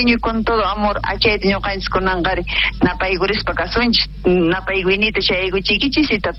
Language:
South Bolivian Quechua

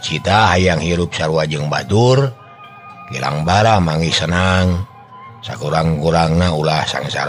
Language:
Sundanese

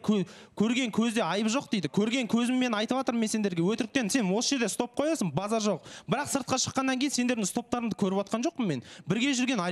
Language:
Kazakh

